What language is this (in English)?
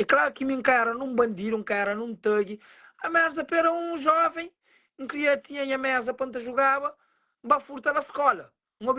Kabuverdianu